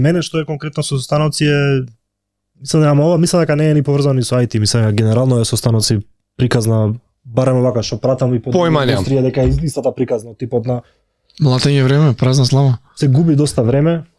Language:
Macedonian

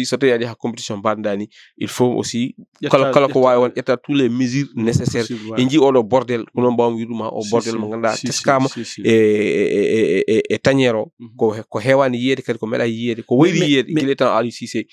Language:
Fula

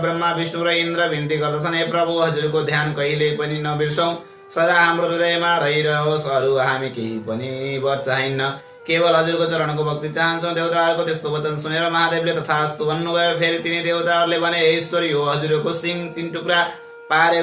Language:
Nepali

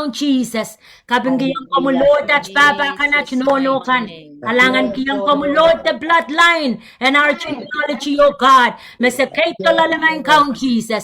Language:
Pohnpeian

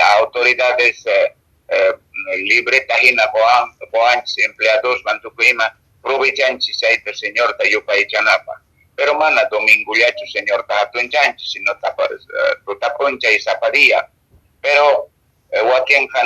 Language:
Quechua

